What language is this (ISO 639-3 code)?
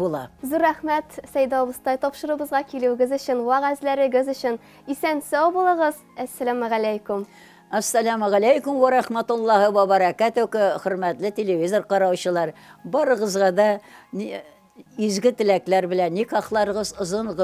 tat